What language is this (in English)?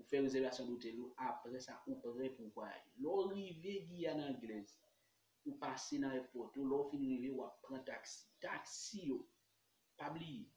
Haitian Creole